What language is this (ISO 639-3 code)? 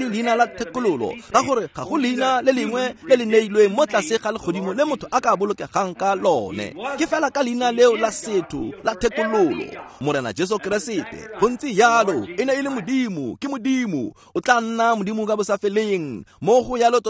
tsn